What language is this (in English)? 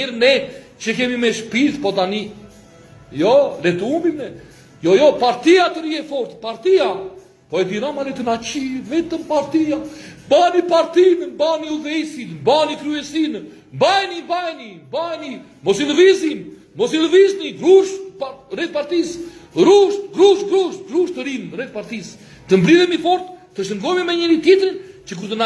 Albanian